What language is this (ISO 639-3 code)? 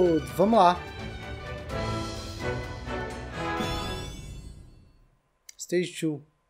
por